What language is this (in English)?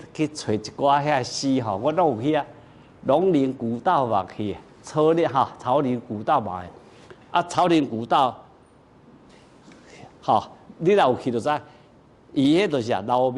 Min Nan Chinese